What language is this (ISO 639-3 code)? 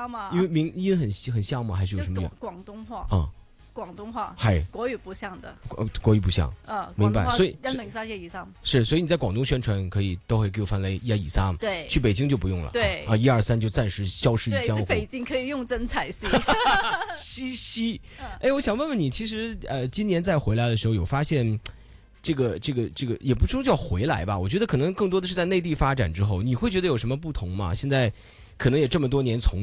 zho